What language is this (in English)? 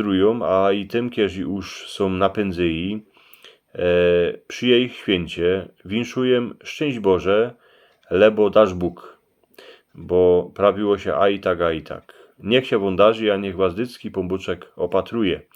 Silesian